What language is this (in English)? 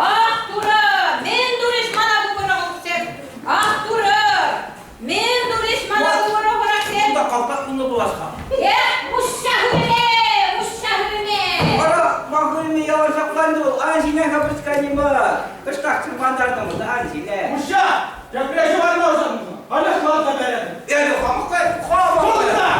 Chuvash